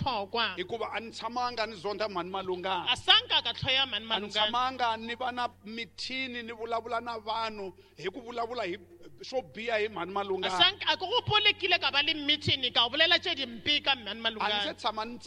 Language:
Tsonga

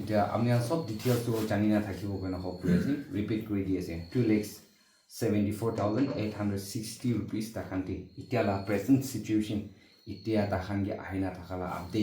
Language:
Naga Pidgin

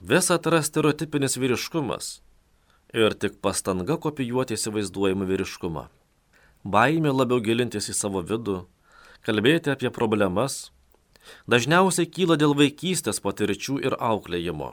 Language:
Lithuanian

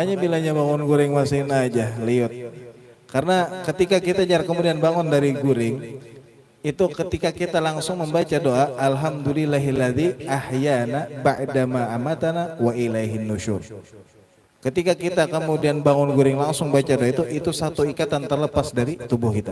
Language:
Banjar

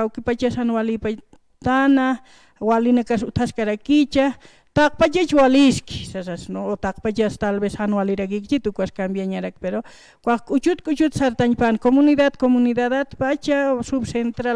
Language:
Aymara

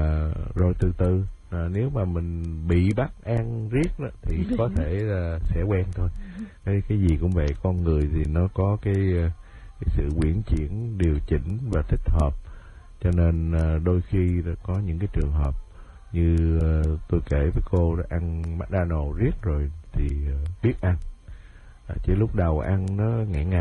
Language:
Vietnamese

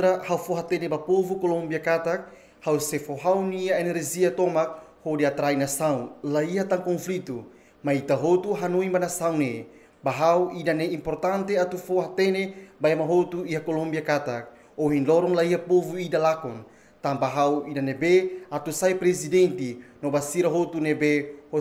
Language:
Tetum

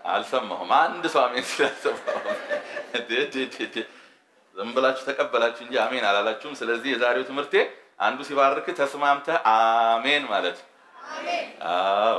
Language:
Amharic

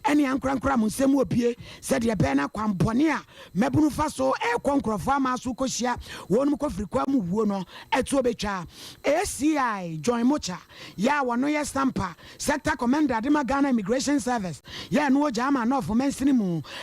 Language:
Akan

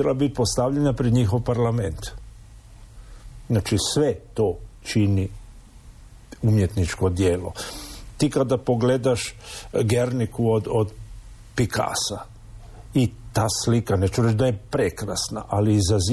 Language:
Croatian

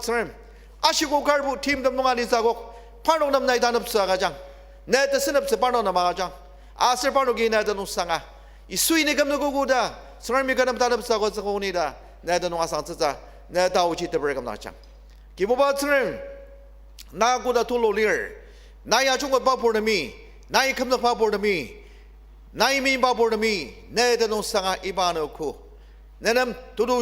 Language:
Ao Naga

